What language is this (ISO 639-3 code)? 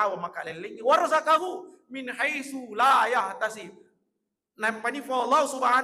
bug